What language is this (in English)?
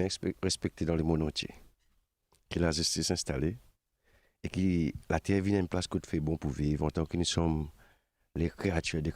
Morisyen